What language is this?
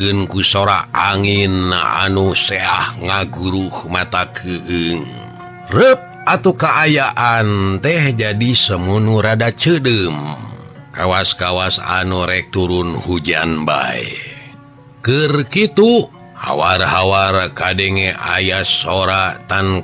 Sundanese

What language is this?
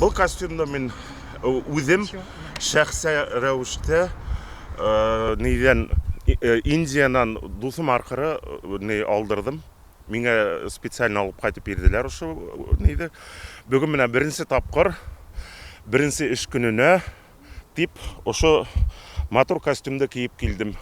Bashkir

